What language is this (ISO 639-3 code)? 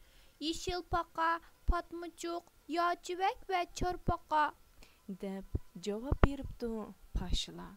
uig